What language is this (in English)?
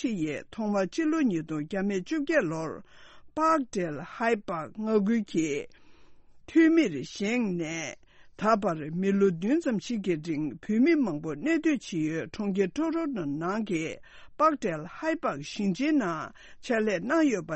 Tibetan